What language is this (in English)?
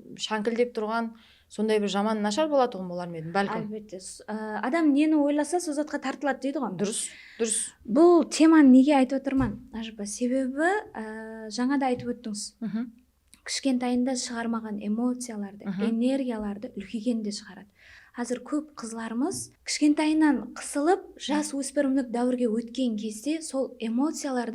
Kara-Kalpak